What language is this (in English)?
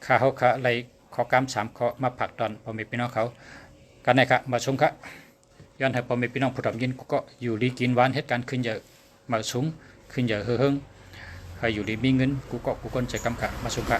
Shan